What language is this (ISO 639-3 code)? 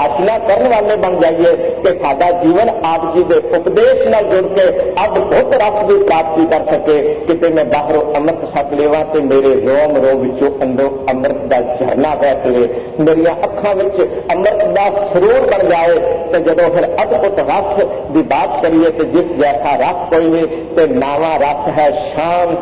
pan